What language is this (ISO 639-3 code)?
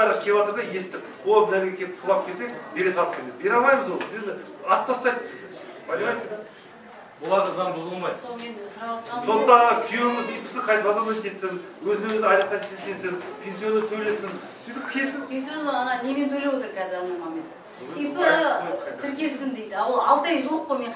kaz